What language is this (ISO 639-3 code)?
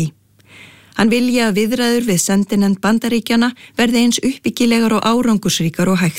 isl